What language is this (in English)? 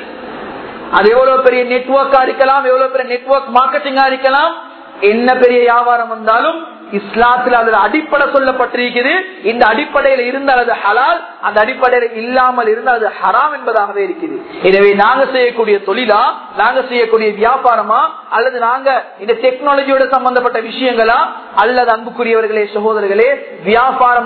Tamil